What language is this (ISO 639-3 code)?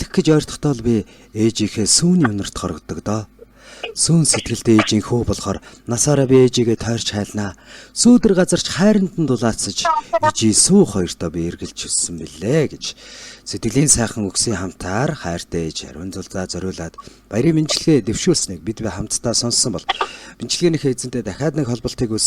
mon